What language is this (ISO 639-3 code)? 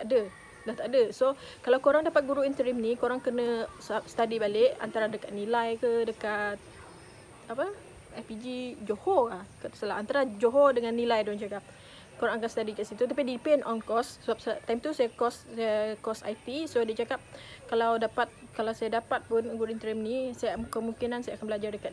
msa